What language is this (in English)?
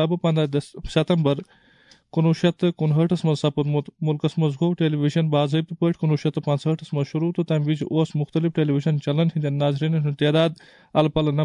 Kashmiri